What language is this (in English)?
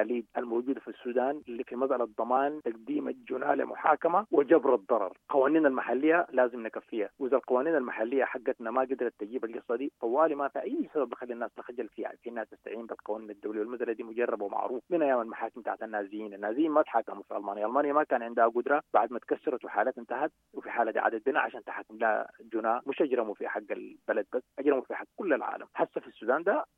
Sudanese Arabic